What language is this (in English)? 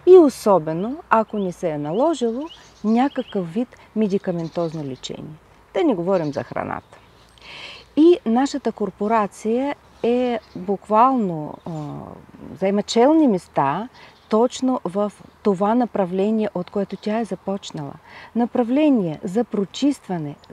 Bulgarian